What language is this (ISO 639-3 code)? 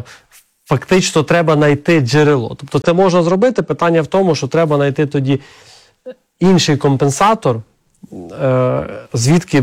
ukr